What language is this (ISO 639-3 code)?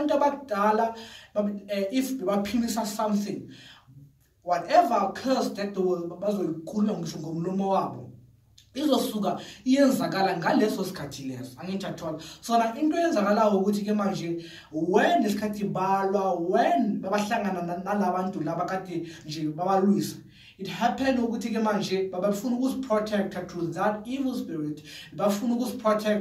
zul